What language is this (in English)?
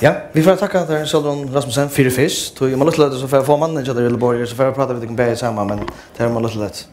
Faroese